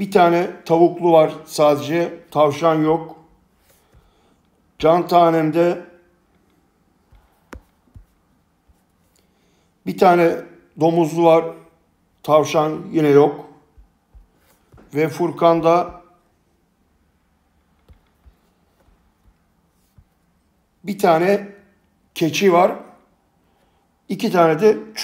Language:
Turkish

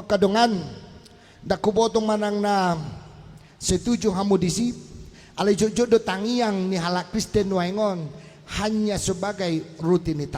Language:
Batak Toba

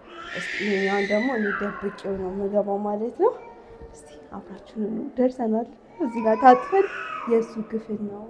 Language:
Amharic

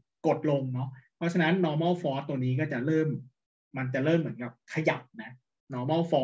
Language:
Thai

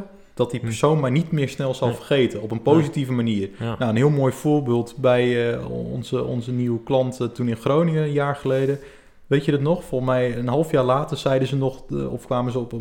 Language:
Dutch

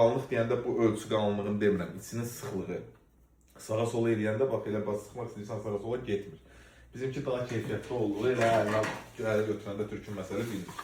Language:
Azerbaijani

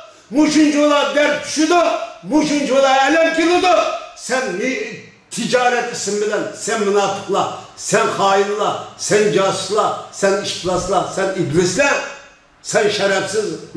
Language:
Uyghur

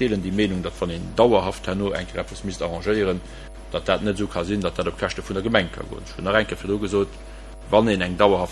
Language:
Luxembourgish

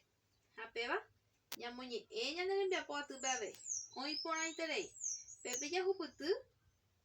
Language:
Guarani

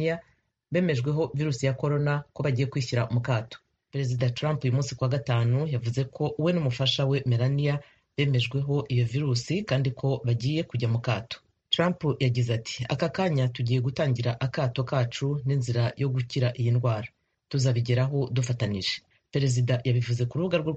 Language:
Kinyarwanda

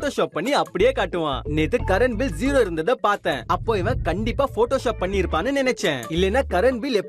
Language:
Tamil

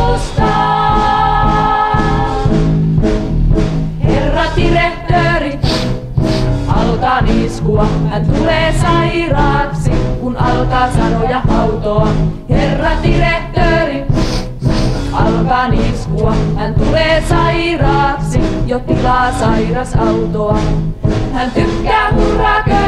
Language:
Finnish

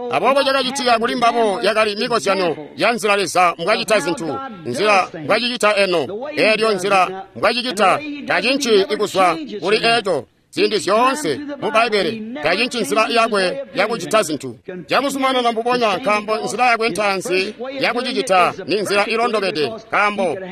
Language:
Tonga (Zambia)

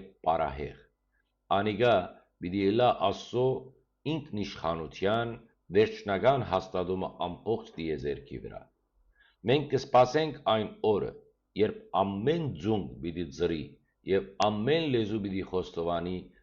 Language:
Western Armenian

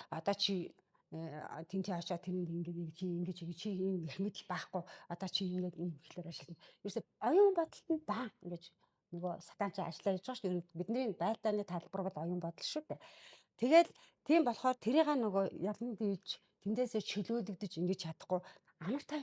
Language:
Mongolian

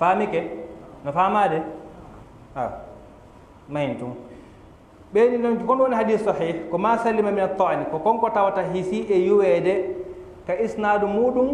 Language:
Fula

